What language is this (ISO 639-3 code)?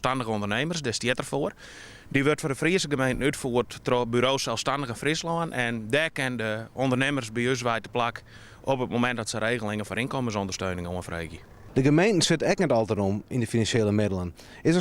fry